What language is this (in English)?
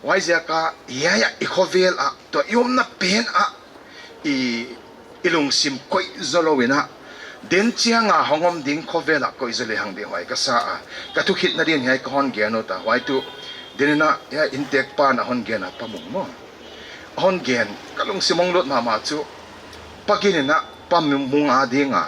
Paite Chin